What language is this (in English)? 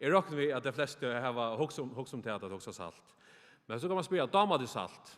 Faroese